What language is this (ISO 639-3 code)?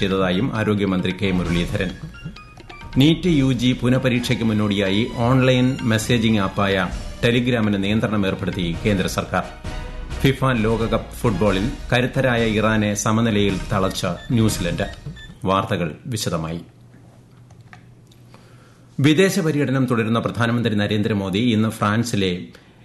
mal